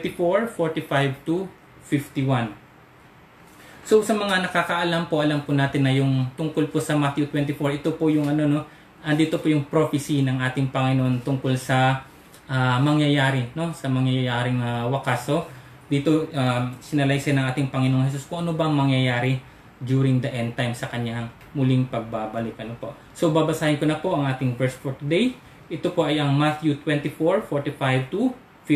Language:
Filipino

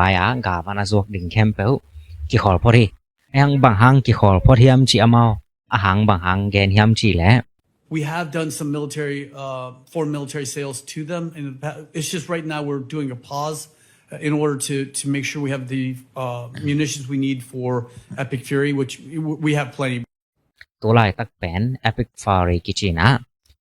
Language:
Tedim Chin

